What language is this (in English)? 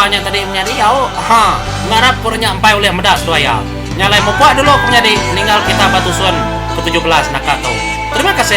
Iban